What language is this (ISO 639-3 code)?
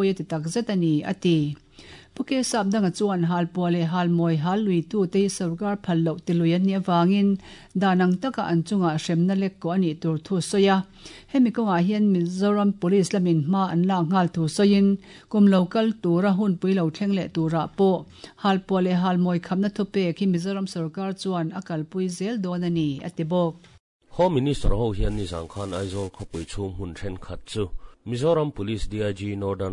lus